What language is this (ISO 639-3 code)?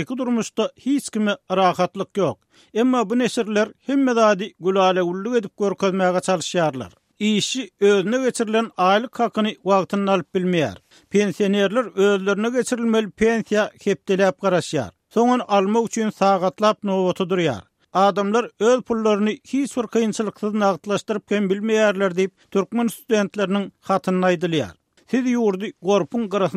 tuk